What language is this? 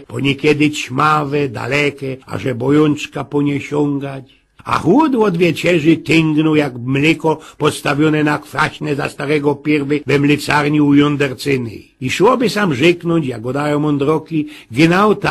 Silesian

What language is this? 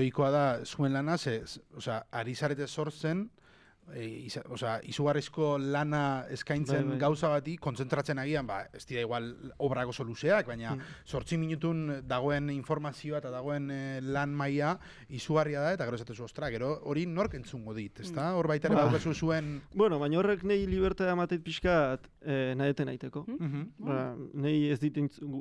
Basque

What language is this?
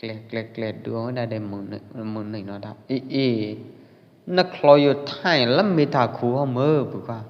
Pwo Eastern Karen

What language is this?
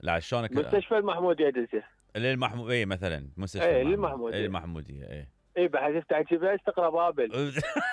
Mesopotamian Arabic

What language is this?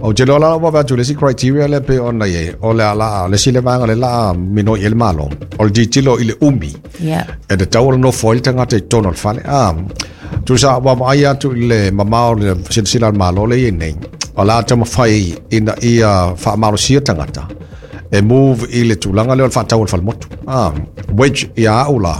Samoan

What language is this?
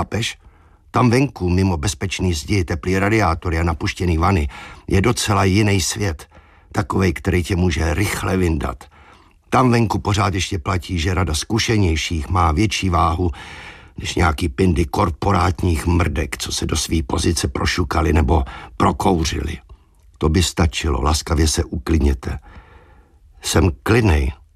Czech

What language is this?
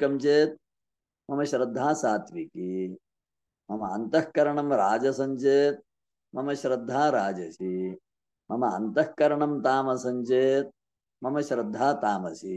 Sanskrit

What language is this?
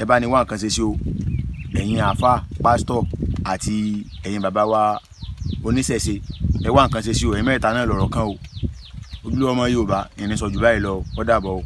Yoruba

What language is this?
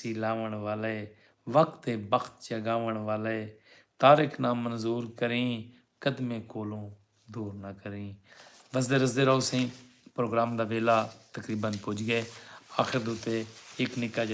Saraiki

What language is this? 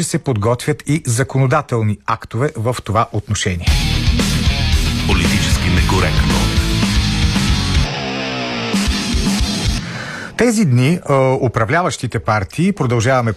Bulgarian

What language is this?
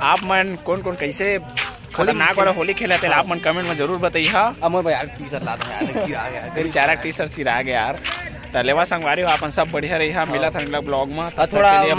Chhattisgarhi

